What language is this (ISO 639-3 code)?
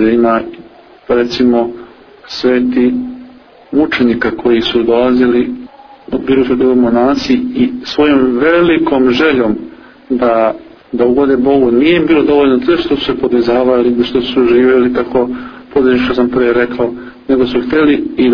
srp